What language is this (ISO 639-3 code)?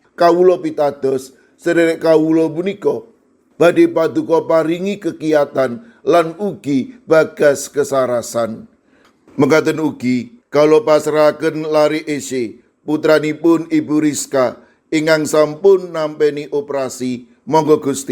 jav